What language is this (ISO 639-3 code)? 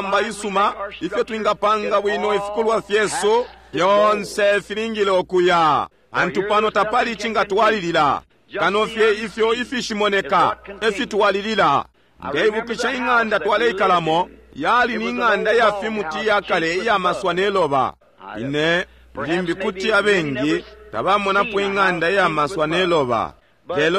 bem